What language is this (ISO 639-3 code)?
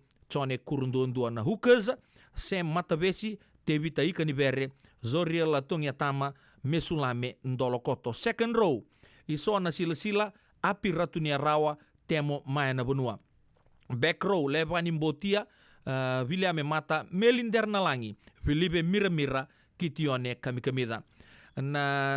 fij